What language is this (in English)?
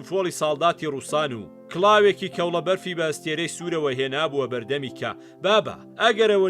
Central Kurdish